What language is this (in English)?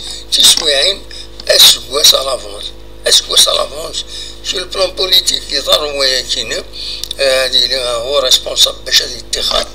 Kabyle